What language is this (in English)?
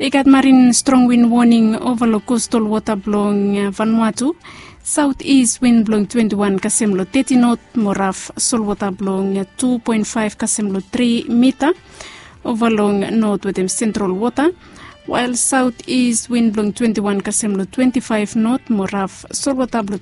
Bislama